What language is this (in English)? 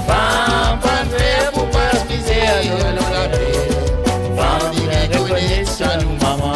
Morisyen